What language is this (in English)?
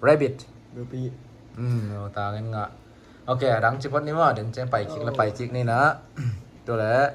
Tedim Chin